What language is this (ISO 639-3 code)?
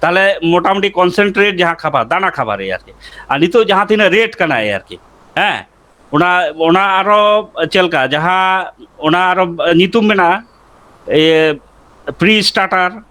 sat